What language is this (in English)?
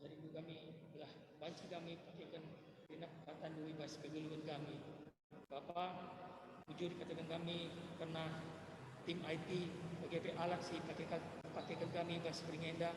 Batak Karo